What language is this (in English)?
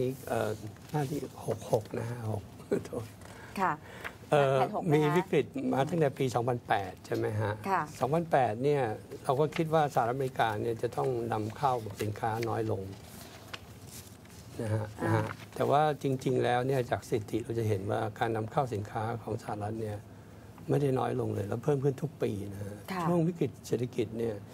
Thai